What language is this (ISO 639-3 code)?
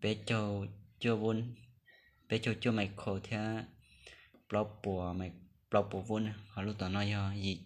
hmn